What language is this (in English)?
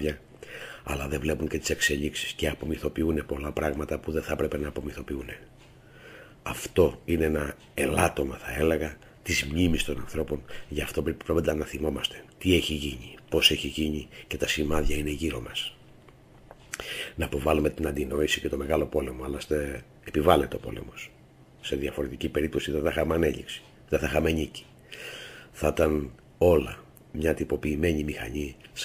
Greek